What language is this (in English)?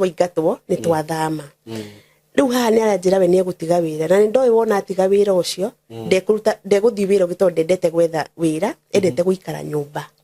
Kikuyu